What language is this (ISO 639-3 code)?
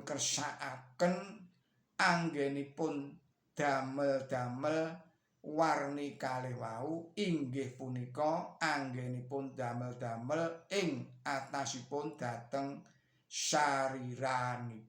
jav